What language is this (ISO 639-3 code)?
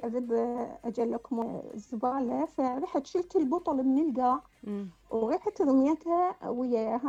acm